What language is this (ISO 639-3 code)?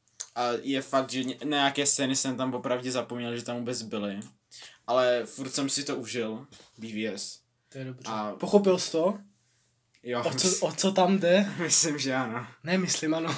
ces